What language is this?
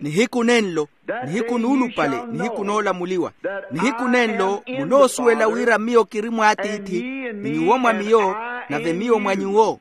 Makhuwa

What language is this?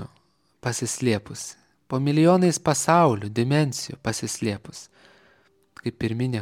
Lithuanian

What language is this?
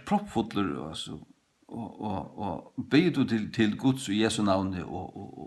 Faroese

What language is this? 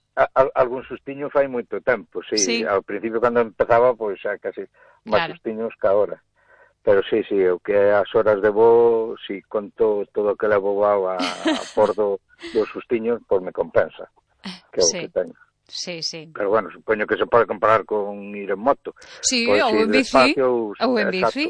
Galician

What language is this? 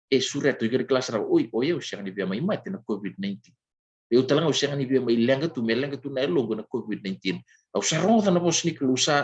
Fijian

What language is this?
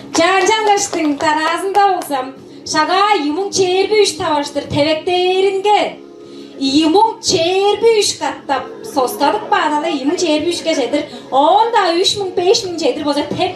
Tuvinian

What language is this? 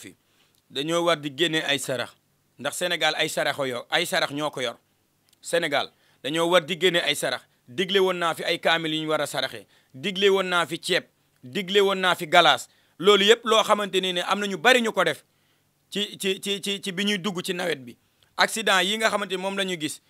Wolof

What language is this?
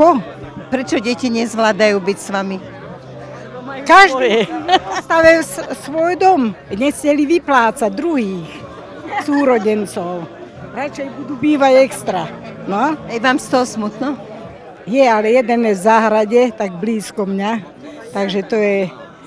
Slovak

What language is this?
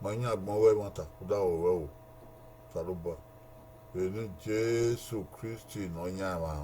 Bini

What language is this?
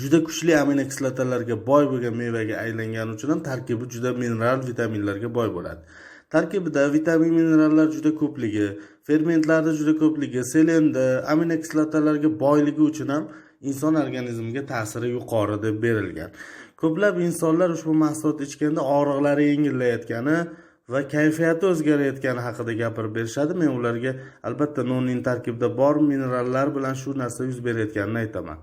Uzbek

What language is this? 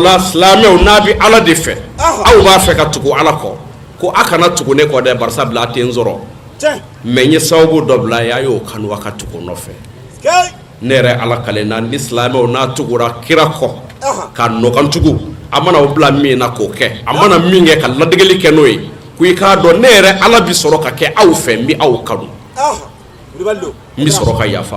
Bambara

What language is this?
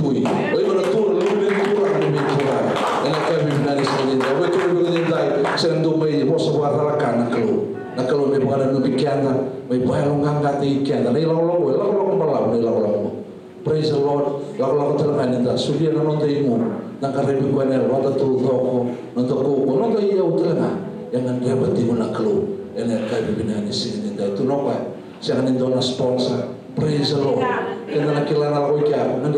Fijian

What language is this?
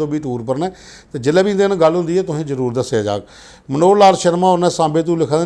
Dogri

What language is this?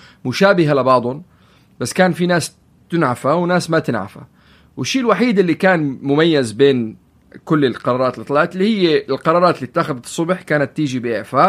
North Levantine Arabic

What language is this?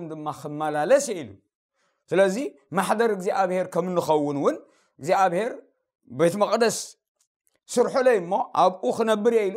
Tigrinya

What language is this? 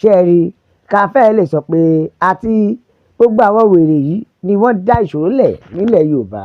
Yoruba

